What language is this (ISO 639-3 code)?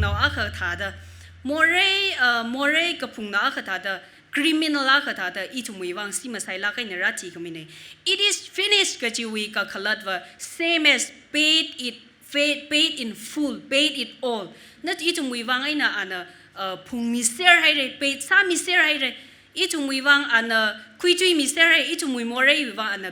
nmf